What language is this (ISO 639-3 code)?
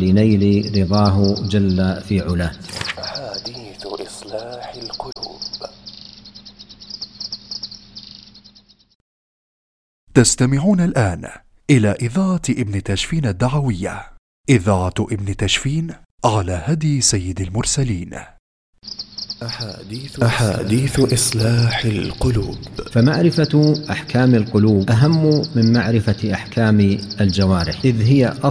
ara